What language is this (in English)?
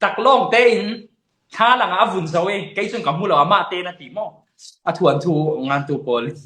Falam Chin